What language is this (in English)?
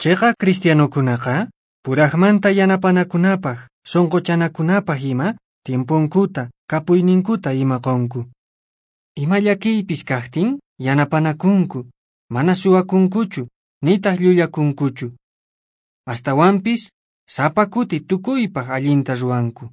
Quechua